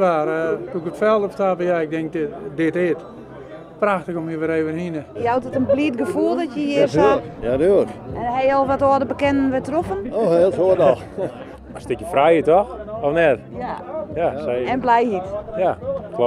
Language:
Western Frisian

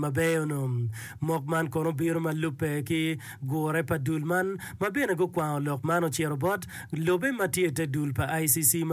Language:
Acoli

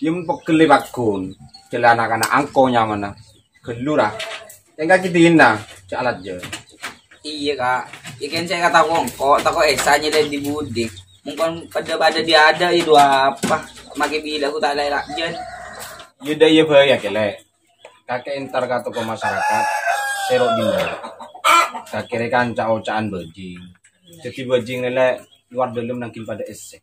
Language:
Madurese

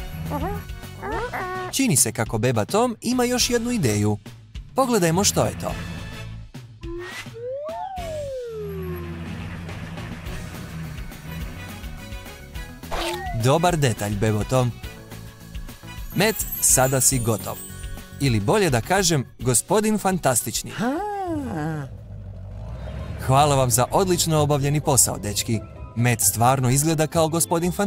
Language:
Croatian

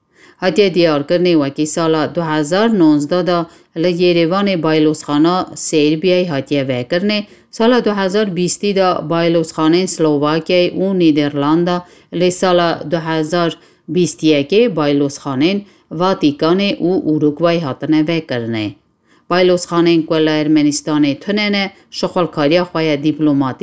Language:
Kurdish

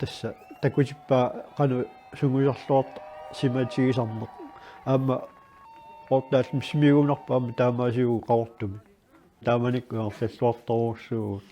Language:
Kalaallisut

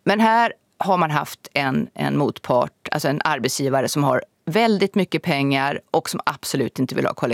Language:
Swedish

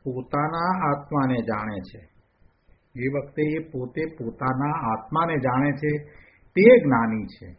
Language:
Gujarati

